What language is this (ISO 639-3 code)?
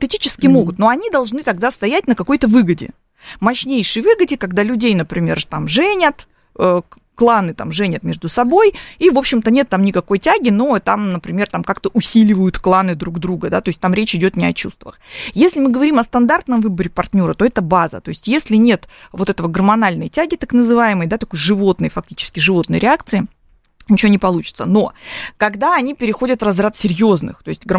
rus